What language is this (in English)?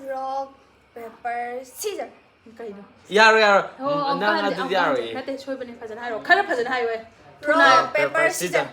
Manipuri